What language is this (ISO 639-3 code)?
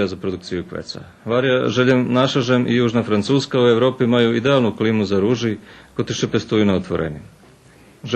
rue